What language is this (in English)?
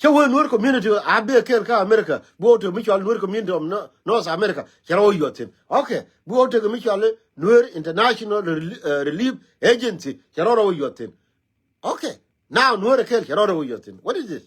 Nuer